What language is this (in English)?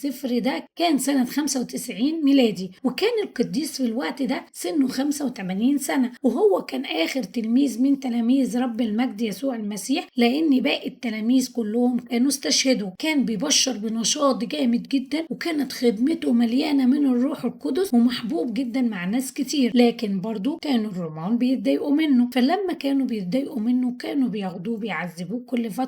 Egyptian Arabic